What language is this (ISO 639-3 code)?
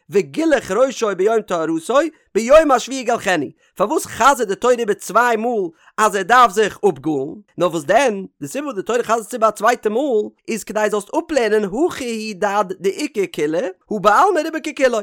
yid